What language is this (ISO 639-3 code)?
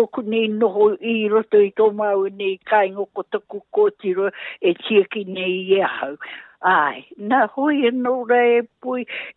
mri